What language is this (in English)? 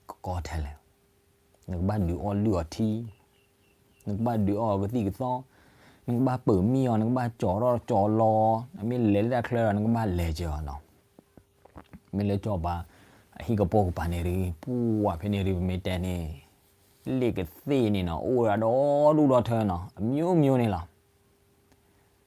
S'gaw Karen